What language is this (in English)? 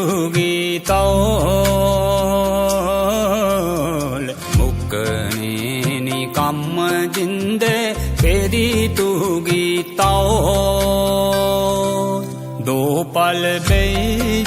Dogri